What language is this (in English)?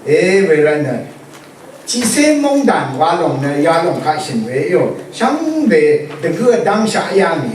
Rawang